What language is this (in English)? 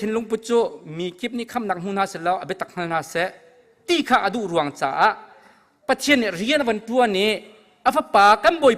Hakha Chin